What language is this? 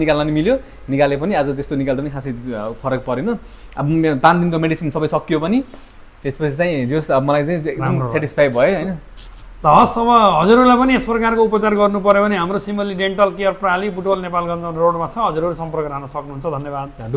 Nepali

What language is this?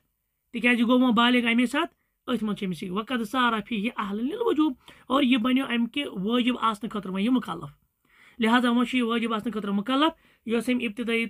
Kashmiri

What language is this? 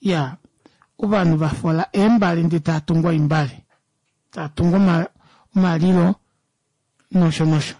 Kuanyama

